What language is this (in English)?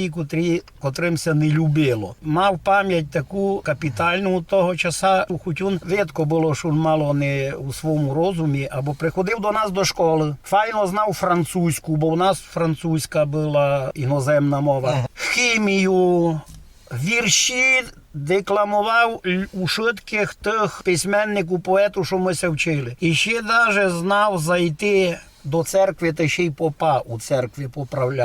Rusyn